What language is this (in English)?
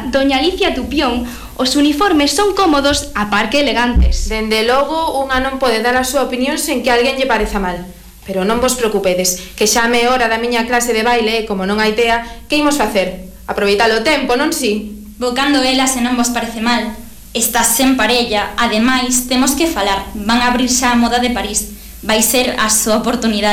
Galician